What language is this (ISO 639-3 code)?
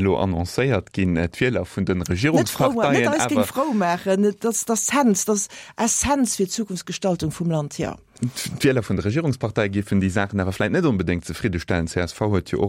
ltz